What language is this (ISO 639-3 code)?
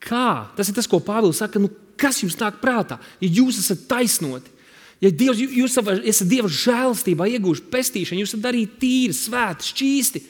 lav